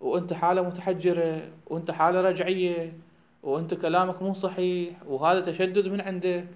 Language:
Mesopotamian Arabic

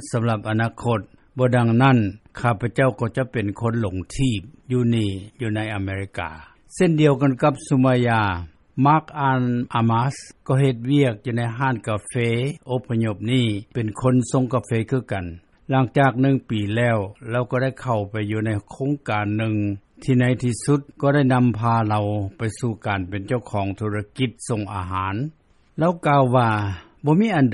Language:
Lao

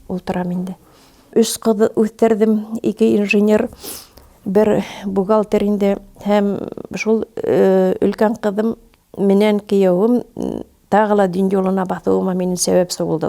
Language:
Bashkir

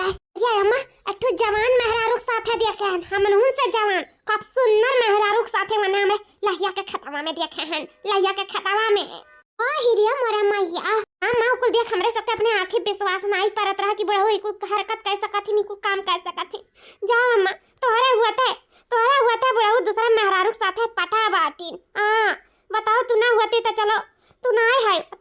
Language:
Awadhi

